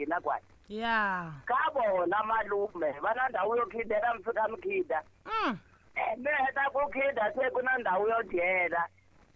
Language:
Tsonga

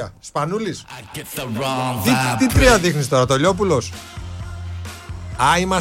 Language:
Greek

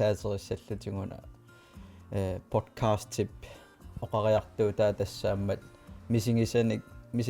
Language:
Kalaallisut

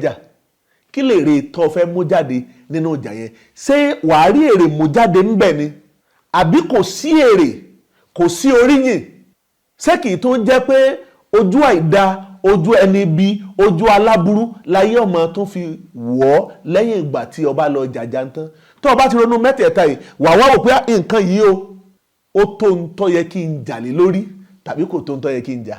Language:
Yoruba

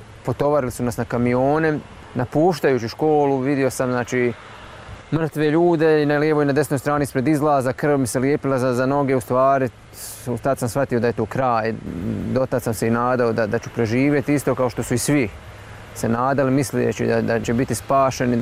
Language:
Bosnian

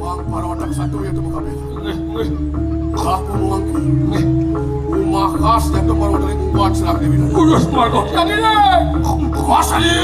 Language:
Balinese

